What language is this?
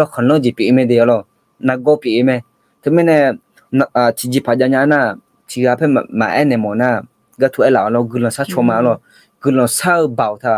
Akha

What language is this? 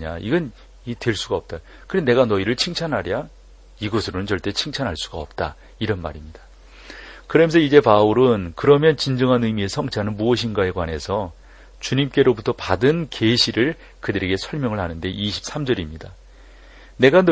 Korean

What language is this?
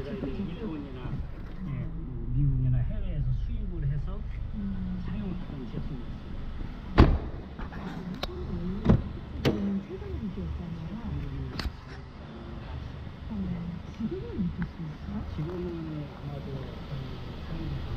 Korean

